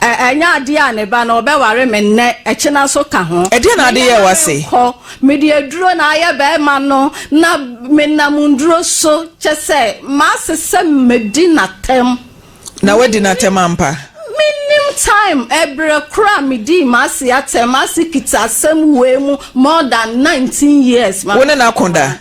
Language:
Akan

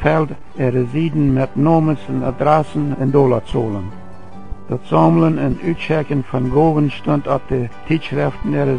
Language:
Plautdietsch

